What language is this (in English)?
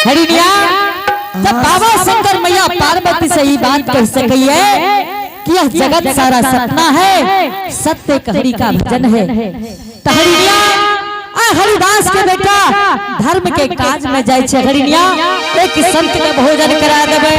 Angika